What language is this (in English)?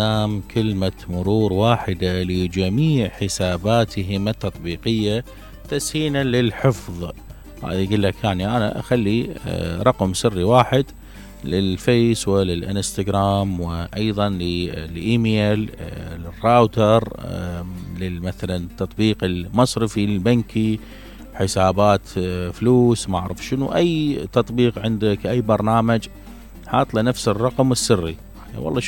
Mesopotamian Arabic